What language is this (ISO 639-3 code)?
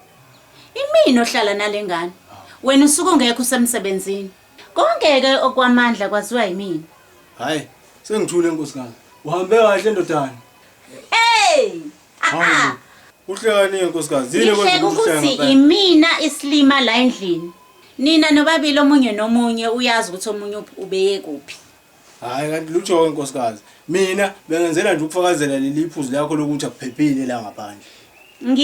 zul